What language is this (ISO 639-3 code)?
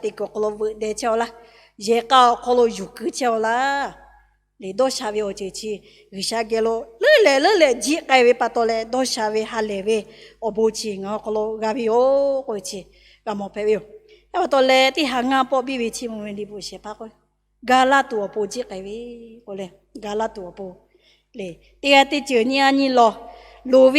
lhu